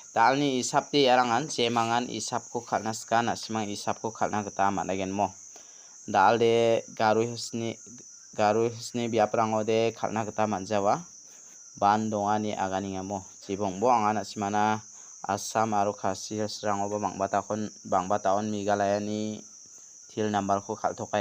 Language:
Garo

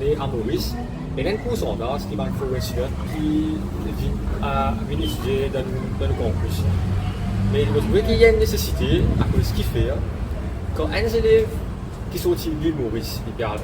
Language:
Morisyen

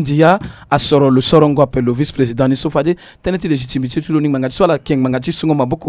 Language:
Sango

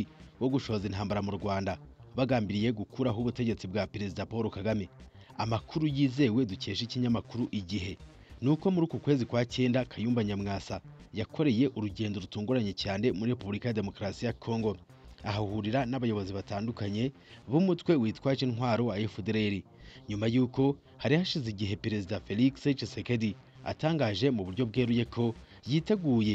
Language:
Kinyarwanda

